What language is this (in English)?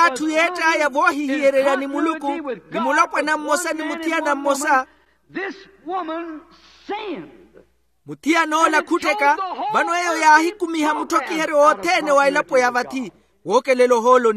Makhuwa